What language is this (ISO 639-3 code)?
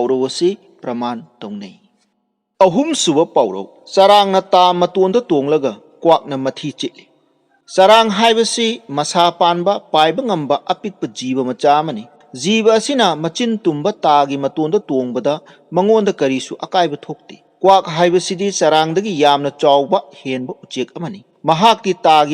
mni